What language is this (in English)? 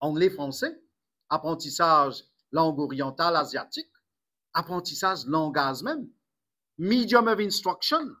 Morisyen